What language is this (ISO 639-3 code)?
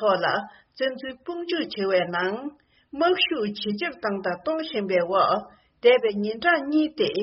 bod